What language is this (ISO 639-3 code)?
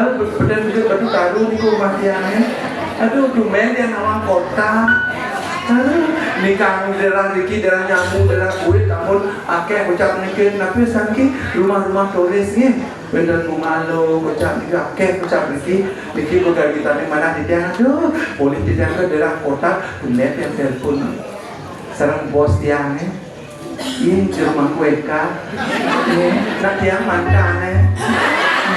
ban